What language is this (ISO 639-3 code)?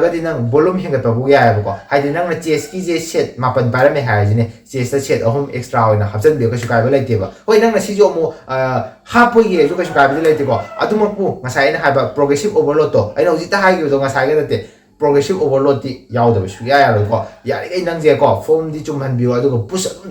mni